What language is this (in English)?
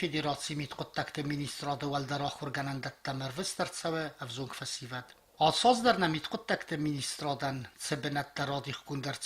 Ossetic